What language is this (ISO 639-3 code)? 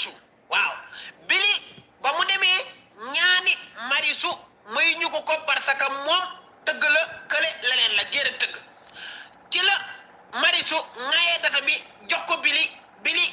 wol